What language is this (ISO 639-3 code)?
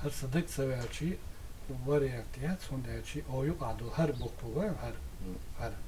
che